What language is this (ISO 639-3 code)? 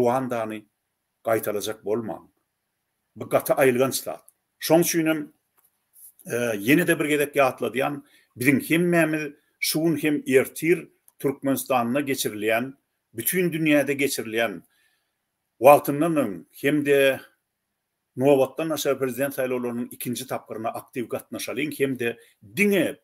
tuk